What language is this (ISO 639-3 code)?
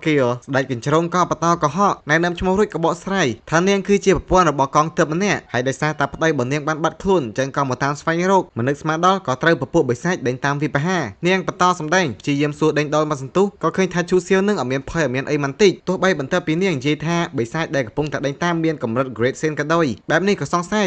khm